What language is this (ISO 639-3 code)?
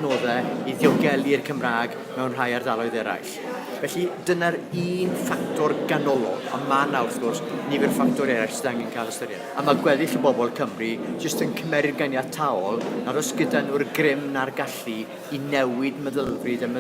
cym